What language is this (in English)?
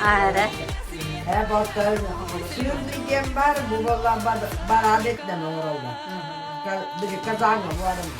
Yakut